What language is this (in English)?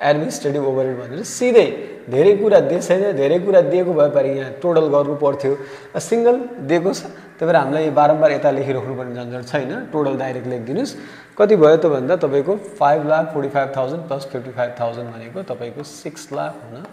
Nepali